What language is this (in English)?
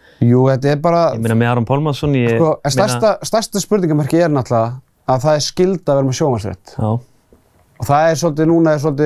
Icelandic